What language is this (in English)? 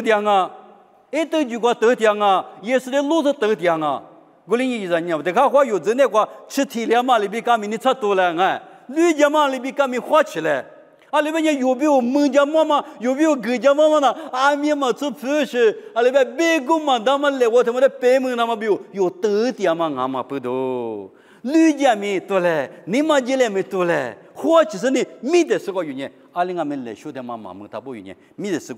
Lisu